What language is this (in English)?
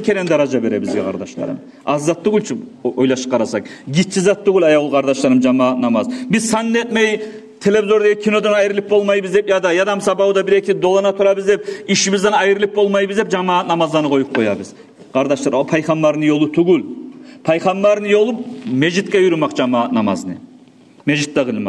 Kumyk